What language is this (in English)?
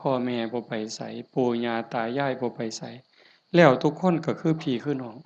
Northeastern Thai